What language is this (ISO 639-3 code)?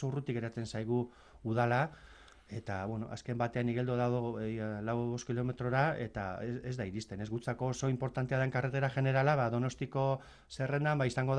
eus